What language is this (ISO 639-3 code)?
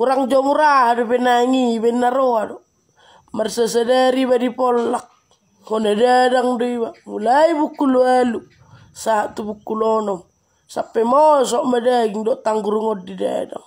bbc